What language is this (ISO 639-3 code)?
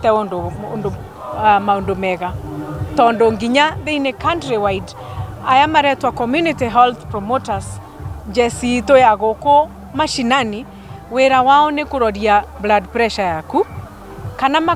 kik